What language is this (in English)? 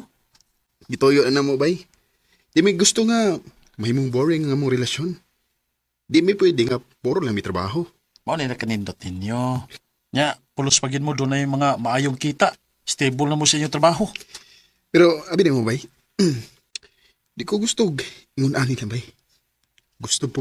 Cebuano